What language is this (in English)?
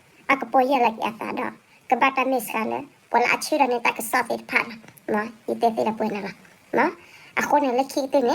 S'gaw Karen